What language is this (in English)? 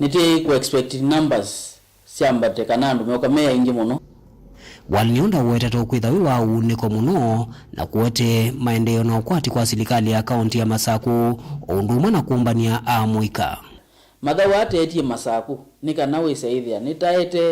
Kamba